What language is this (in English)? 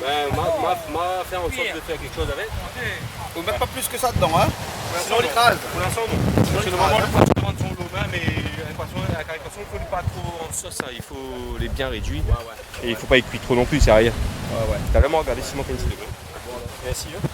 Réunion Creole French